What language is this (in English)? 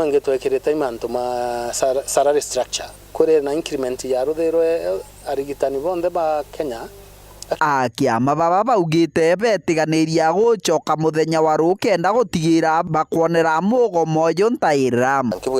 Meru